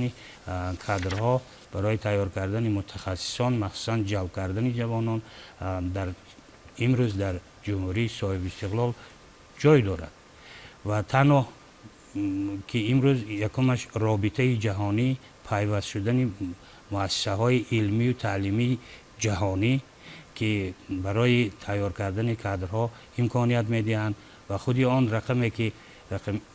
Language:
Tajik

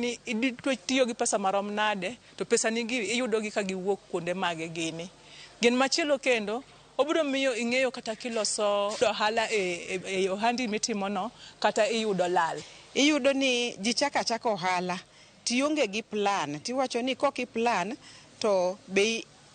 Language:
Luo (Kenya and Tanzania)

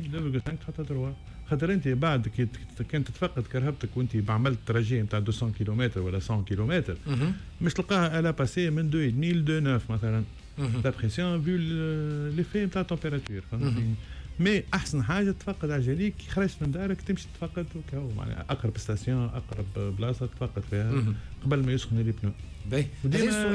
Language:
Tunisian Arabic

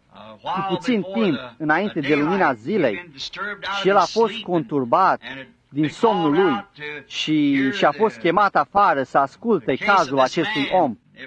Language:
Romanian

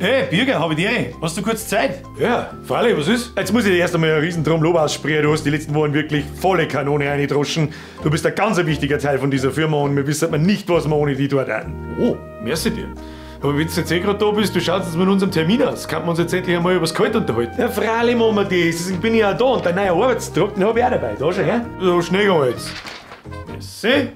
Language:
Bavarian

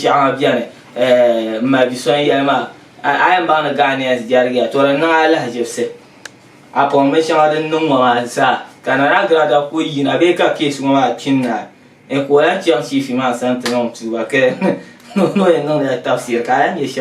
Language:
Dagbani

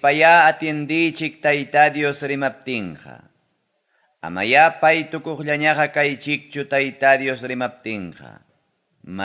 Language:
Ayacucho Quechua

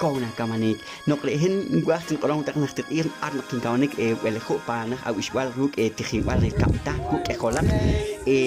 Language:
Poqomchi'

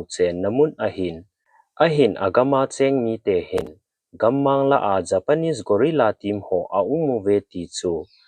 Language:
Thado Chin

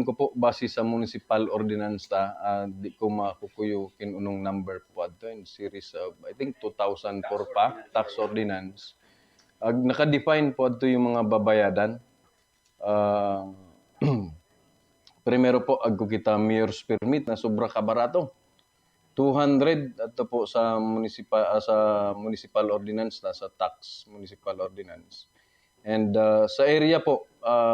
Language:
Buhi'non Bikol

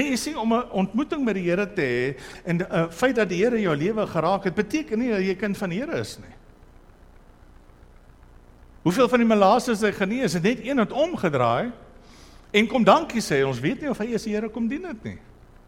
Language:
Afrikaans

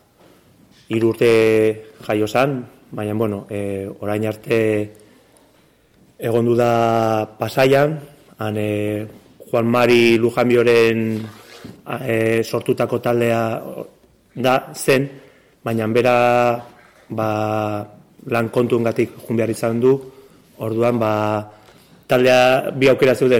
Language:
Basque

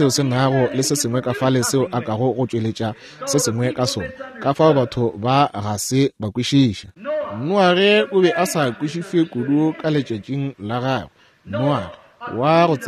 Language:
Northern Sotho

